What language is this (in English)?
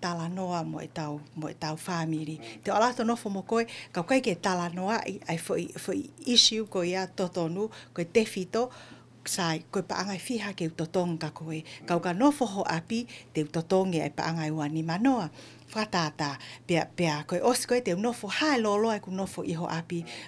Tongan